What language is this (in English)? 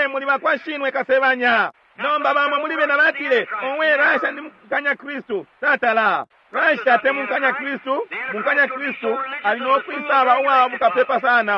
Bemba